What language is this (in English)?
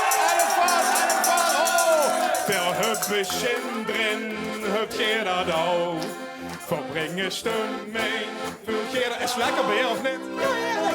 Limburgish